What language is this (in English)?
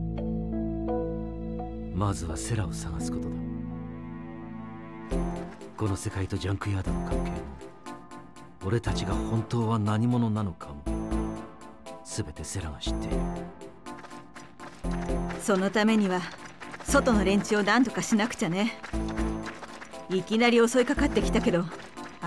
Japanese